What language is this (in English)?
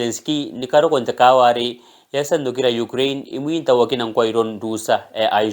Gilbertese